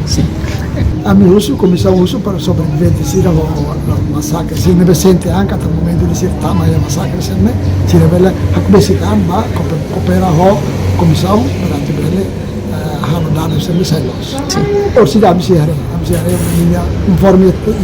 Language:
Tetum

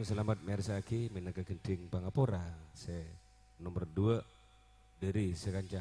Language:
Madurese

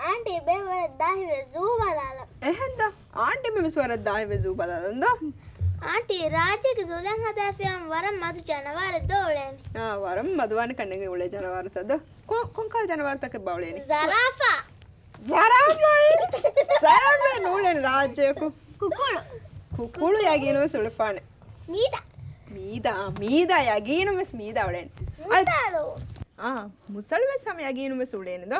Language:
Divehi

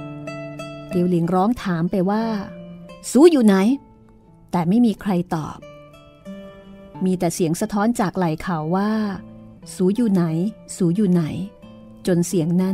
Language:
Thai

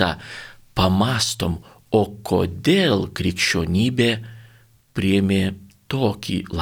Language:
Lithuanian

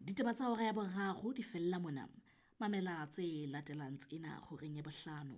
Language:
Southern Sotho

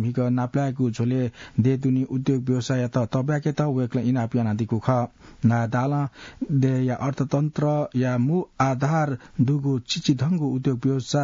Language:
Newari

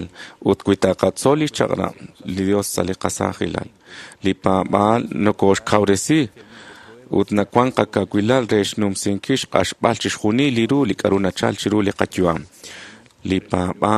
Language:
Kekchí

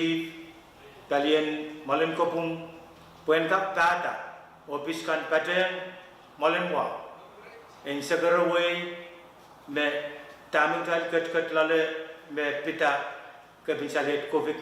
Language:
Pohnpeian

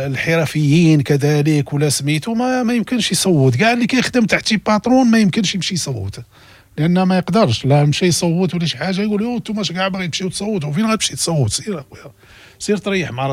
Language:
Moroccan Arabic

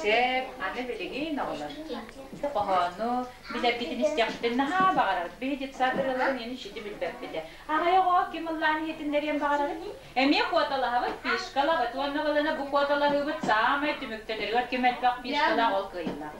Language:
Yakut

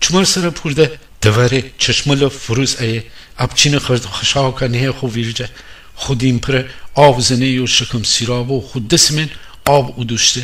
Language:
Gilaki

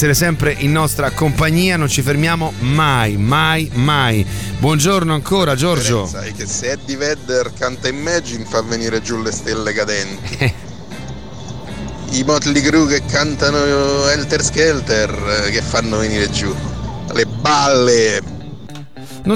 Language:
Italian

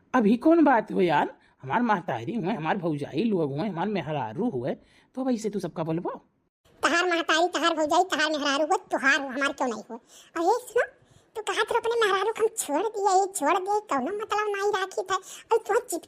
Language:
Awadhi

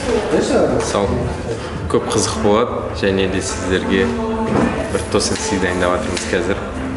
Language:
Kazakh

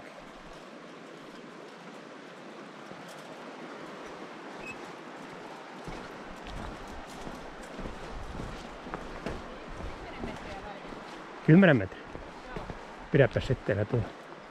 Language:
Finnish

